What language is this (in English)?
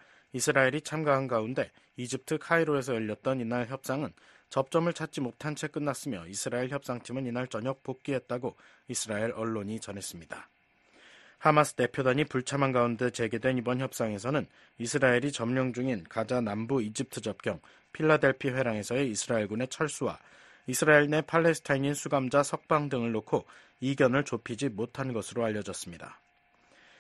Korean